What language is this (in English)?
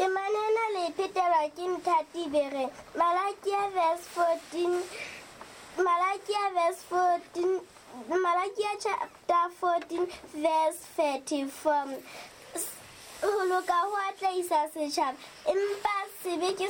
Southern Sotho